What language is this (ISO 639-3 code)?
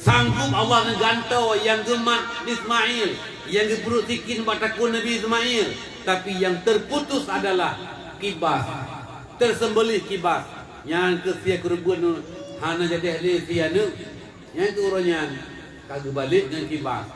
ace